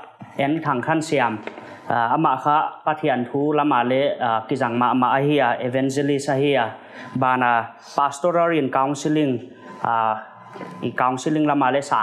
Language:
Paite Chin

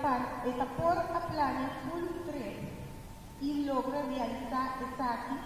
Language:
Papiamento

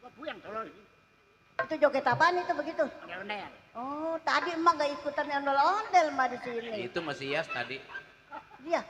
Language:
Betawi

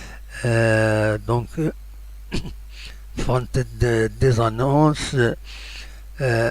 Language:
Kabyle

